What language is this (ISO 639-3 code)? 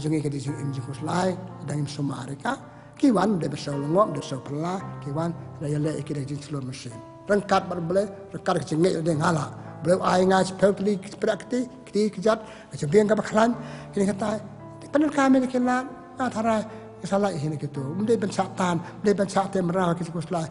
kha